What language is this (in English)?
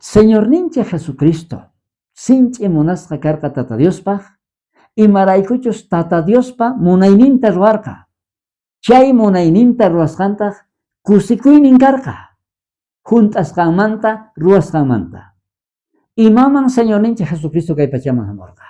South Bolivian Quechua